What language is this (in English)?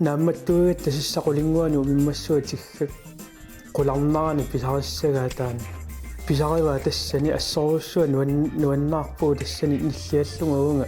Kalaallisut